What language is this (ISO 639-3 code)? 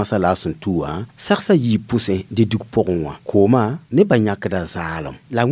mos